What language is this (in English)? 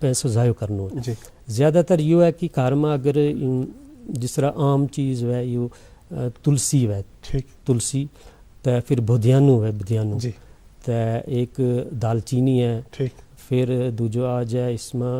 Gujari